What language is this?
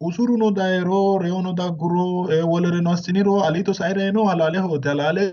Sidamo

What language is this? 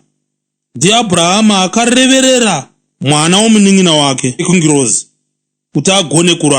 Shona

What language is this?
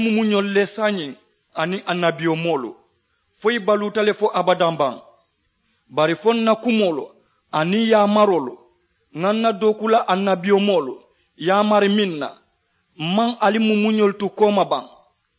Mandingo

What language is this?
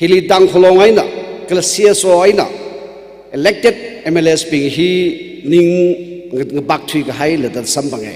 Tangkhul Naga (India)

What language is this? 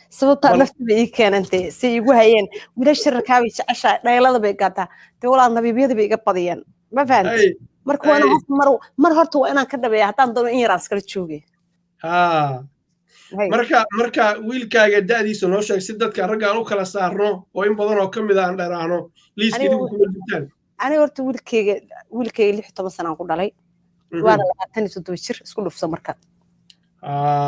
Somali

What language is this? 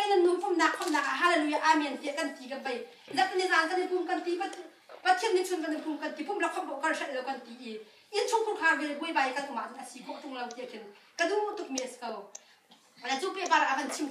Hakha Chin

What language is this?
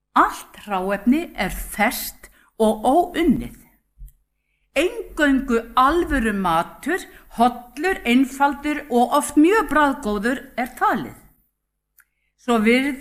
Icelandic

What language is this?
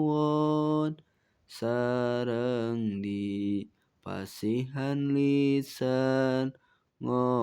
Sundanese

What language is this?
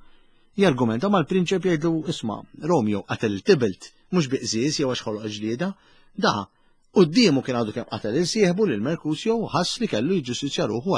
Maltese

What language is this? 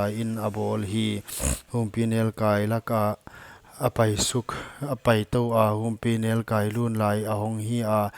Paite Chin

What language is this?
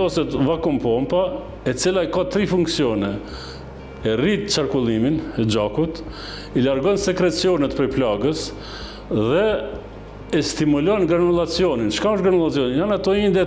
Albanian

